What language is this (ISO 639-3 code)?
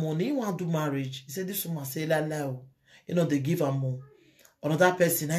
pcm